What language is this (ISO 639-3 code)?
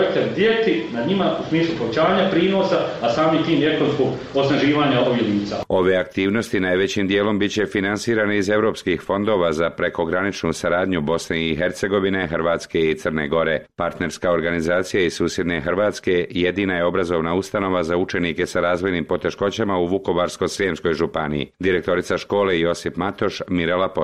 bos